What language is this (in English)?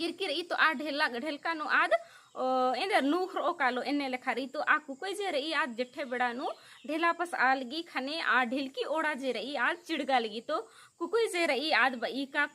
Kurukh